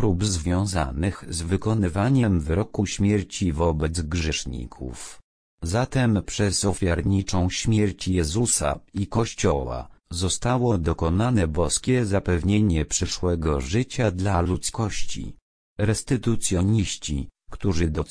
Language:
Polish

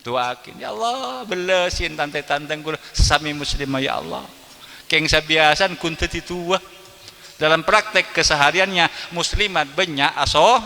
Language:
Madurese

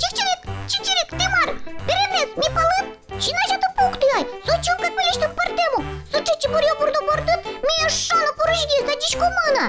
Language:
Udmurt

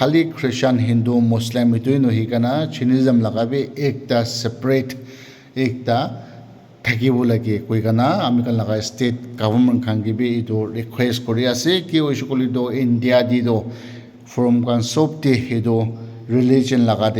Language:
Naga Pidgin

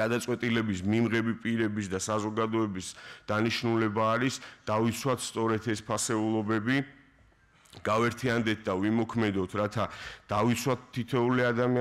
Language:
Georgian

